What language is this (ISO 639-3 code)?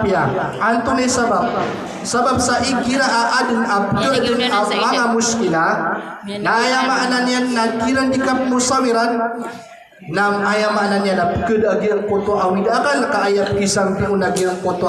mrw